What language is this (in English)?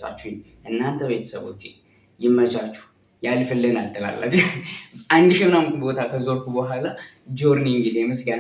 Amharic